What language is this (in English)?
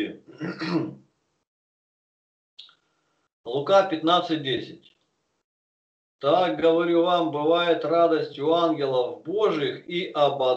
Russian